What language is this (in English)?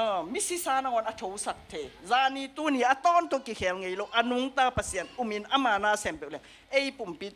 Tedim Chin